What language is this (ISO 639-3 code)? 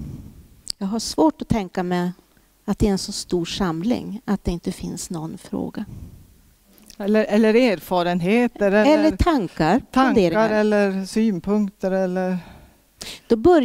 swe